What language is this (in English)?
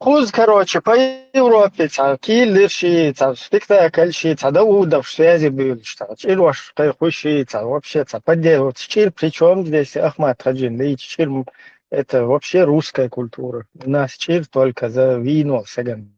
Chechen